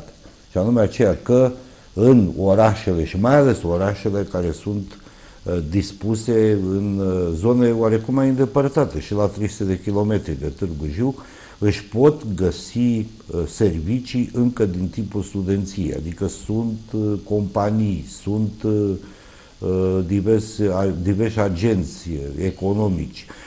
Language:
Romanian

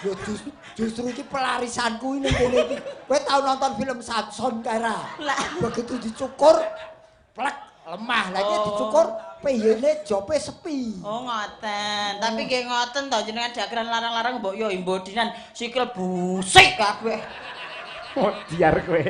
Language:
Javanese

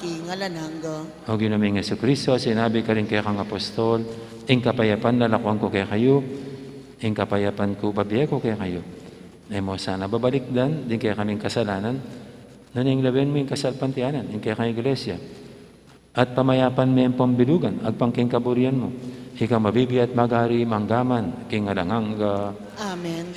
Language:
Pampanga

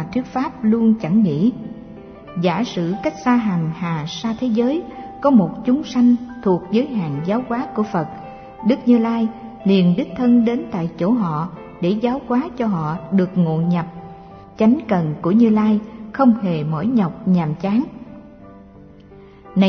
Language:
Vietnamese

